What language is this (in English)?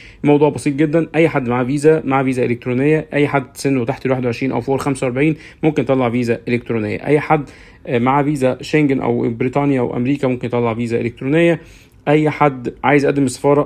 Egyptian Arabic